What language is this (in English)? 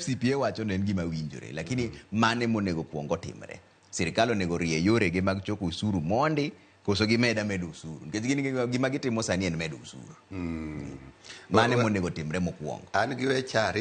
Luo (Kenya and Tanzania)